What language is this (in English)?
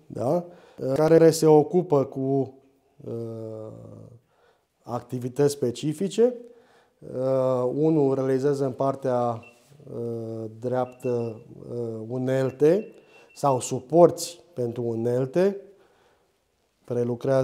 Romanian